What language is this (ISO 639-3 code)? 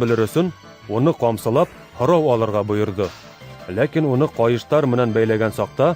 bak